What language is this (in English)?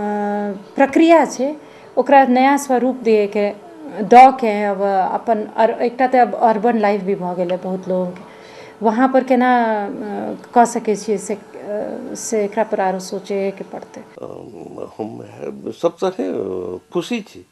Maithili